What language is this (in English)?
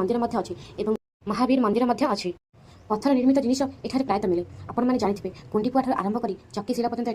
Odia